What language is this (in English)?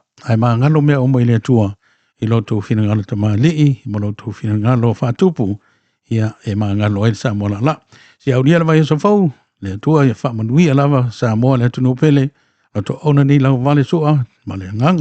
Samoan